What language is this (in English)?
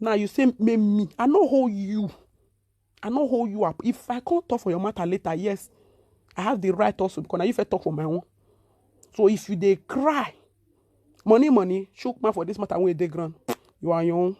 Nigerian Pidgin